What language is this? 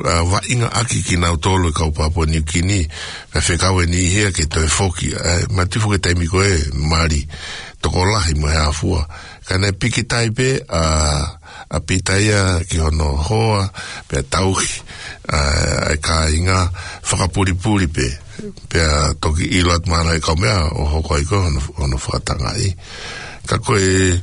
Tongan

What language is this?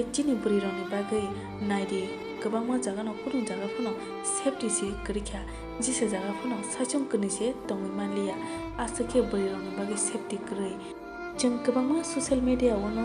Kok Borok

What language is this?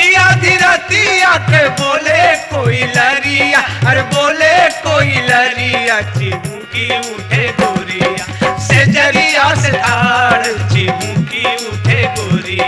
Bhojpuri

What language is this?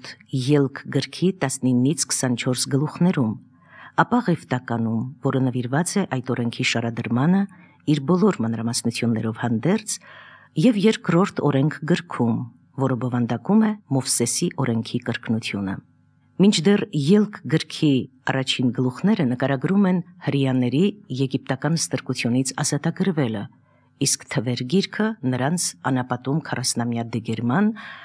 Armenian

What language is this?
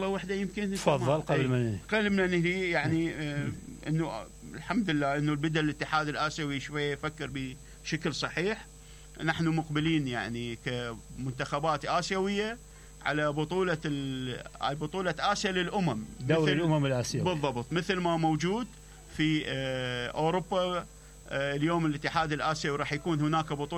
Mesopotamian Arabic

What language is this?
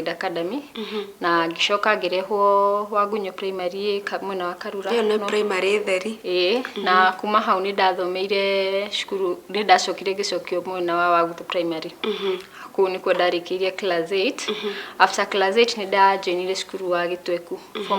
Kikuyu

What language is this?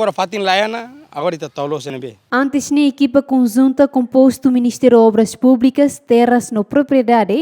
Tetum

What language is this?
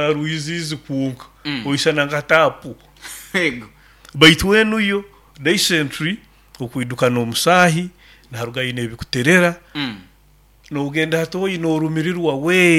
Nyoro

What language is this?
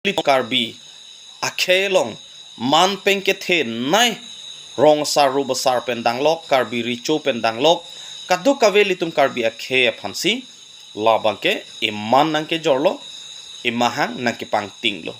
Karbi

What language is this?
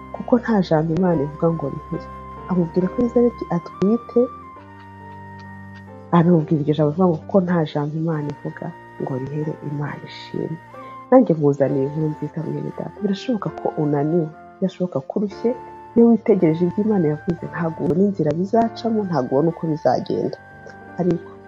Kinyarwanda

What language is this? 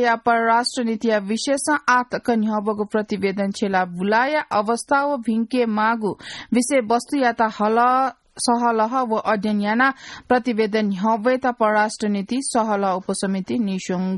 Newari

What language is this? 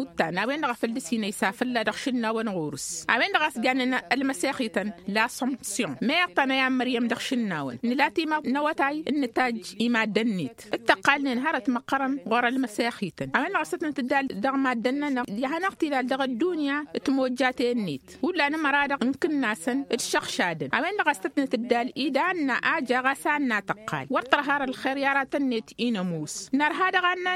Tamasheq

